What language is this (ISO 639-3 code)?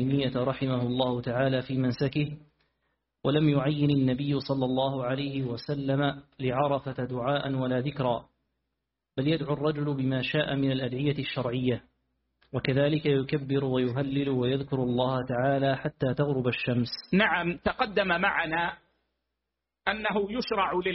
ara